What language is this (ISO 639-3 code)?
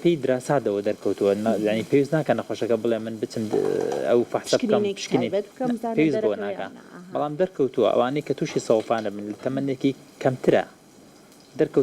ckb